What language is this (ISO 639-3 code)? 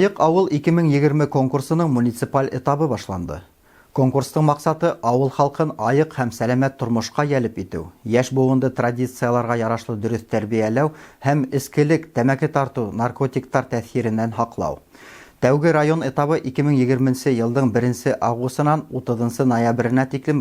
bak